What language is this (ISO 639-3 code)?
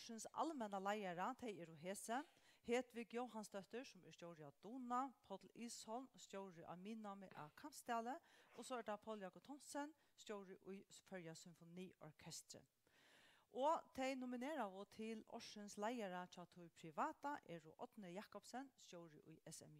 fao